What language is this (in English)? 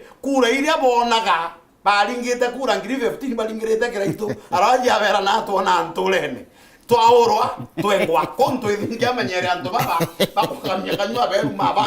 Meru